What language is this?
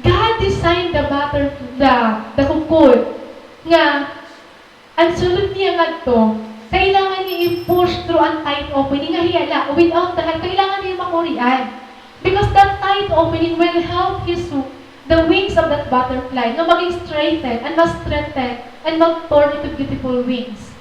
Waray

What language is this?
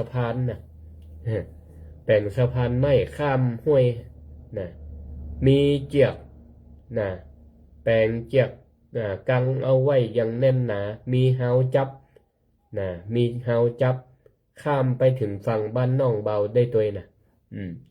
Northern Thai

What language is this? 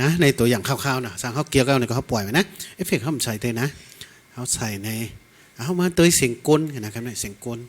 Shan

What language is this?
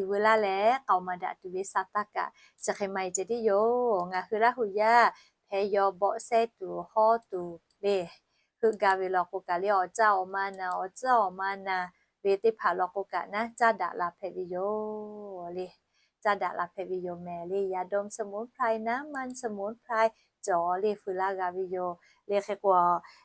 Lahu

